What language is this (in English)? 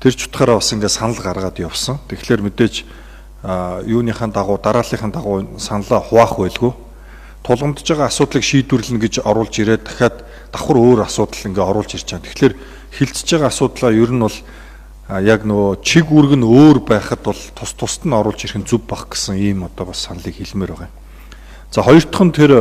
Mongolian